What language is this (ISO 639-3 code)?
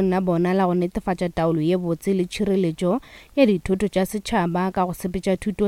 nso